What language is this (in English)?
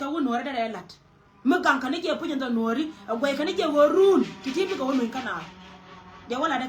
Nuer